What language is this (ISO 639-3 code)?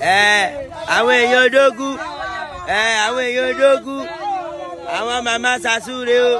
yor